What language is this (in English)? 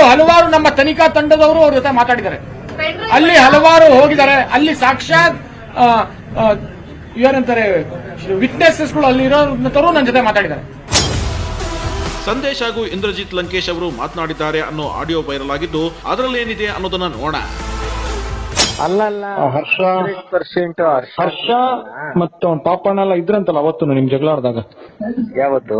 Kannada